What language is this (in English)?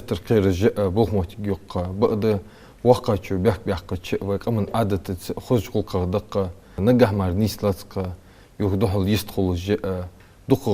Ingush